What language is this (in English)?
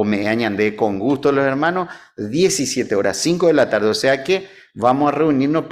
Guarani